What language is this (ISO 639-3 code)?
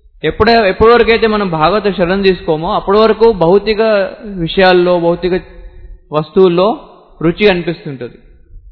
tel